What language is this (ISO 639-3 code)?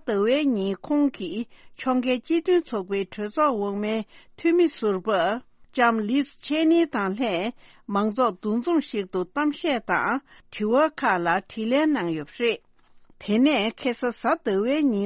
bod